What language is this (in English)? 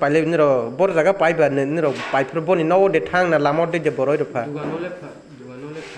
Kok Borok